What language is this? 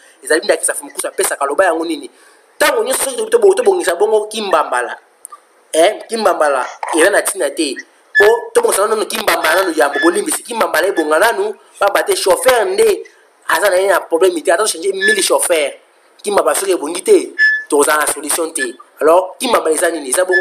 Lingala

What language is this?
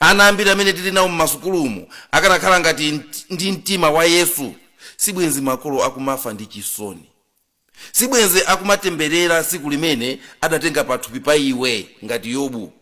Nyanja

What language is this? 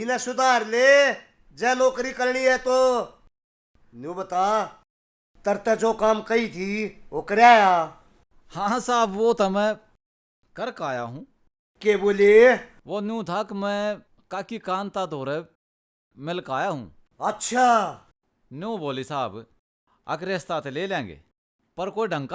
Haryanvi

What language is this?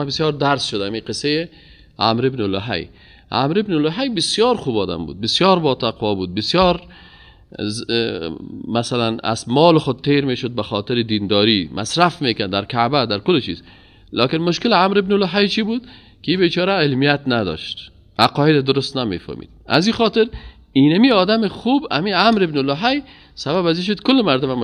Persian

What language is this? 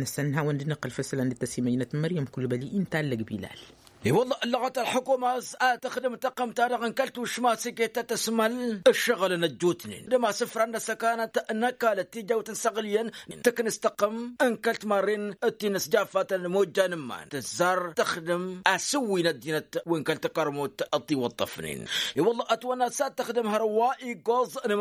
Tamasheq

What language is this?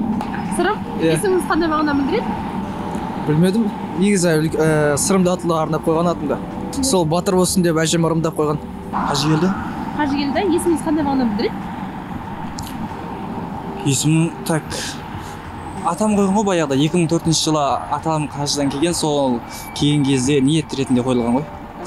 Kazakh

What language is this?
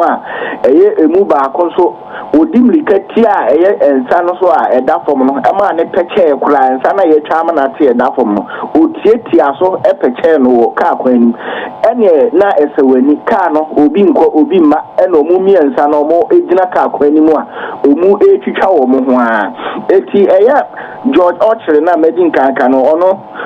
Akan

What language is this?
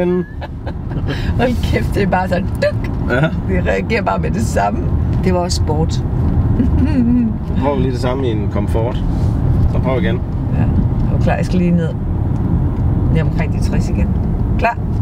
Danish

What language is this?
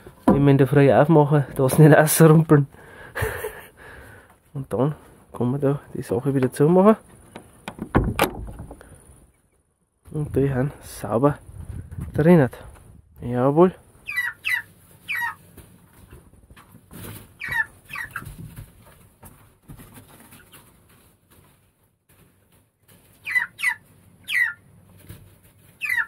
German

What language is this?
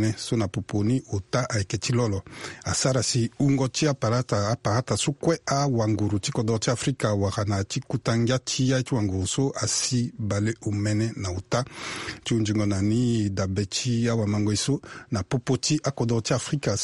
Sango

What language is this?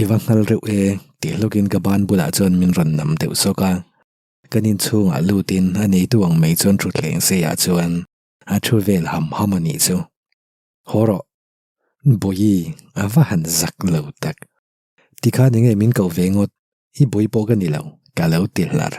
Mizo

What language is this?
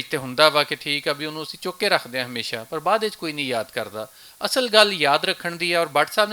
Western Panjabi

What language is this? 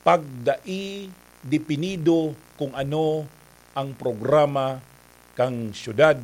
Bikol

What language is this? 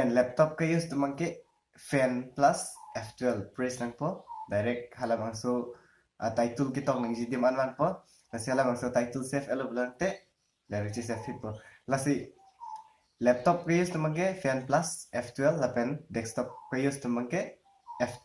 Karbi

